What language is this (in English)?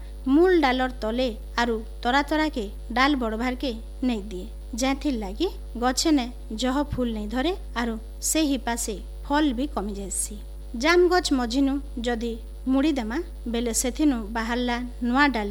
Odia